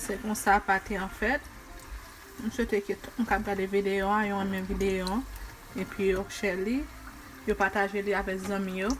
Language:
Haitian Creole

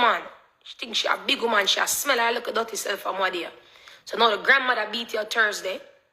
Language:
Jamaican Creole English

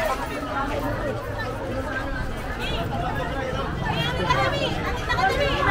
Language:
Filipino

